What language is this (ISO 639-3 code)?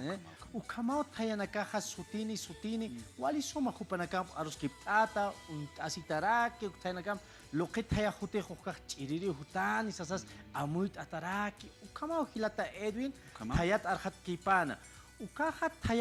aym